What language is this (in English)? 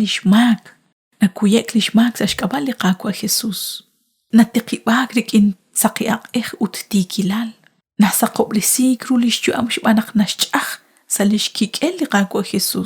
Kekchí